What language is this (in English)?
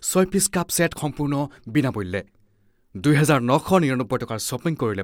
Assamese